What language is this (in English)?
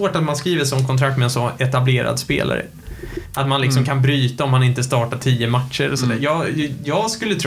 Swedish